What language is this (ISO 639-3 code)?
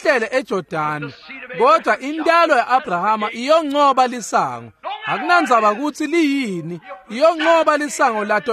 ssw